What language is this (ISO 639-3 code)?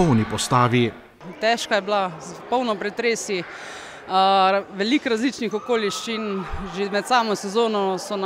slv